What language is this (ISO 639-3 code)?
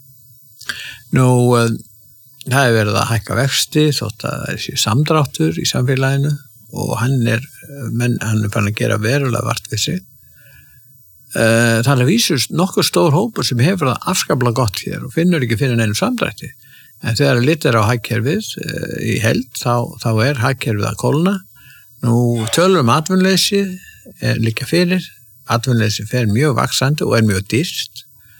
isl